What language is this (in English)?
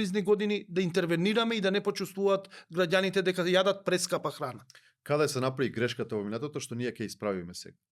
Macedonian